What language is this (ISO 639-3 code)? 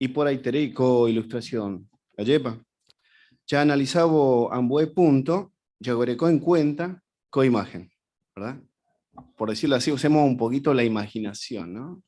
grn